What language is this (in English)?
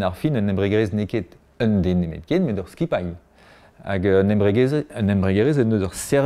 Breton